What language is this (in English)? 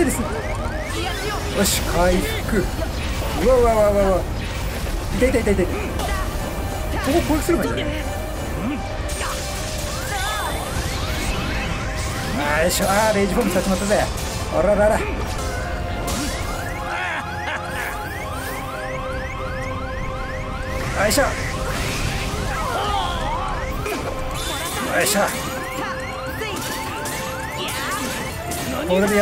Japanese